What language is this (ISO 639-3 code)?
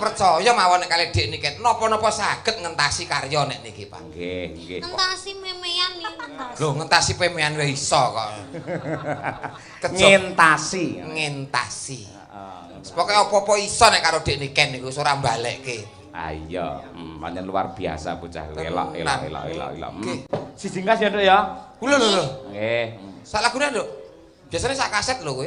jav